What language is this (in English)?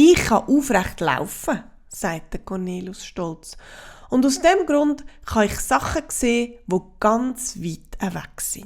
Swiss German